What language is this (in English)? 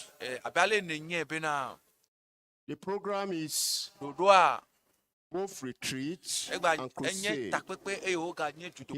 Ewe